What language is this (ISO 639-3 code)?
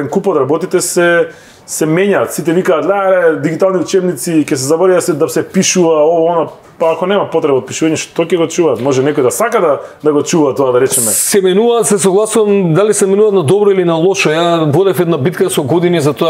mkd